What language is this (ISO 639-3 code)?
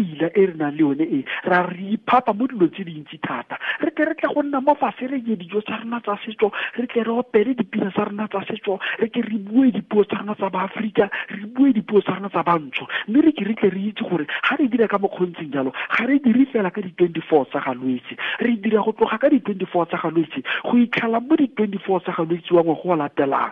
tsn